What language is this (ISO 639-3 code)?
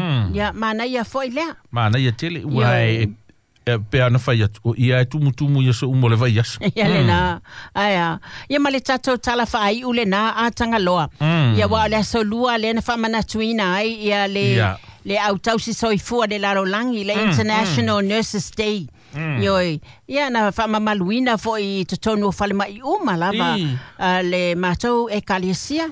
smo